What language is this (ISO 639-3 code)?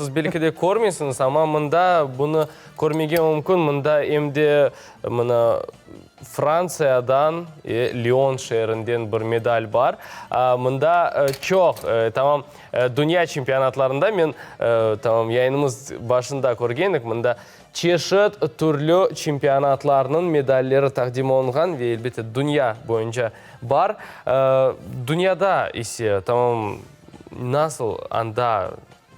crh